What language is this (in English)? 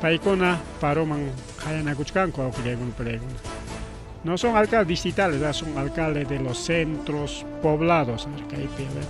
Ayacucho Quechua